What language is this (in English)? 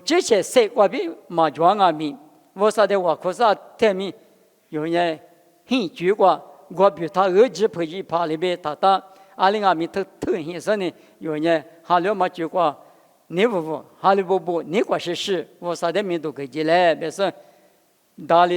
Lisu